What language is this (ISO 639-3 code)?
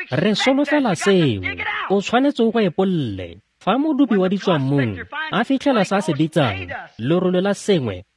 tsn